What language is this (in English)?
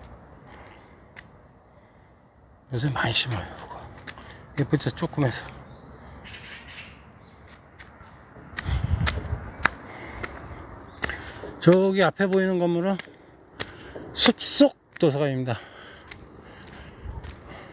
Korean